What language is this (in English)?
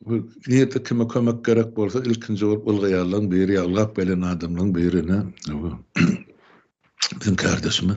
Turkmen